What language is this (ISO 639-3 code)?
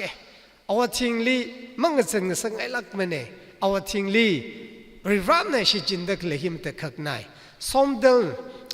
nmf